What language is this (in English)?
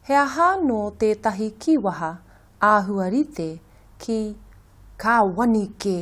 Māori